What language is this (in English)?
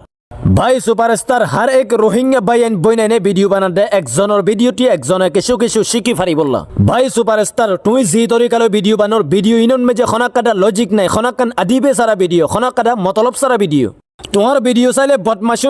Rohingya